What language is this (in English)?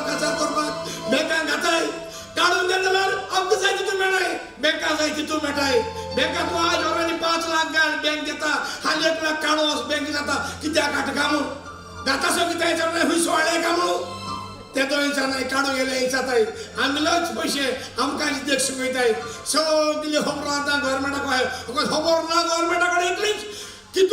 Konkani